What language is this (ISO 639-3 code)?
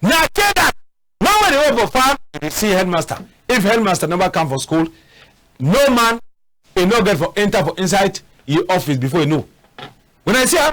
wes